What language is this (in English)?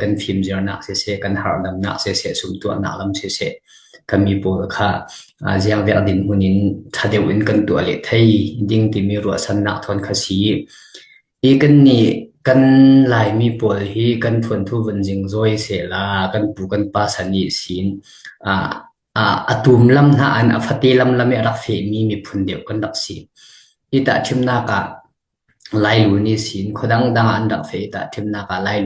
Falam Chin